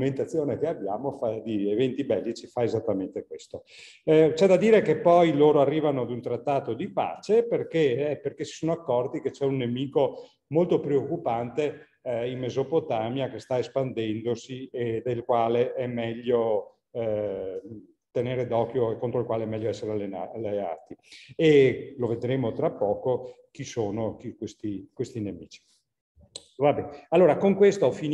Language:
Italian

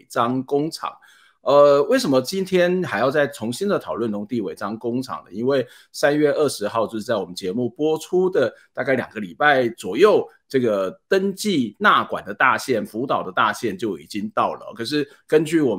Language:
Chinese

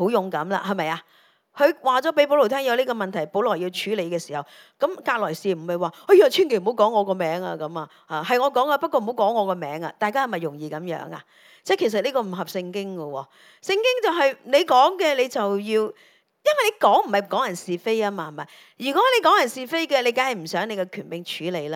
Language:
Cantonese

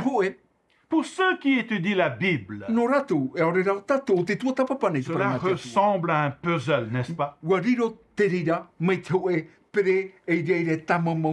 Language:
Tahitian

